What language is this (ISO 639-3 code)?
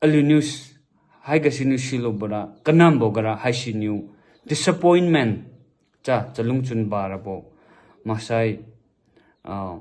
njn